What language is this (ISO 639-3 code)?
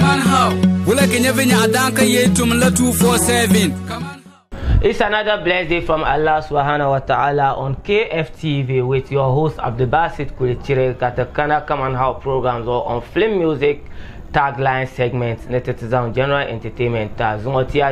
dag